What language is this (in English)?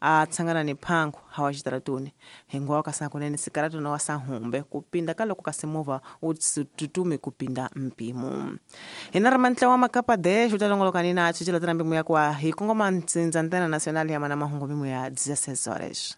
Tsonga